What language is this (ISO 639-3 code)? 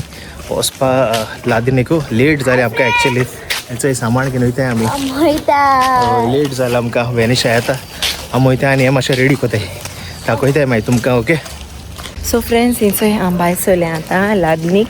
kok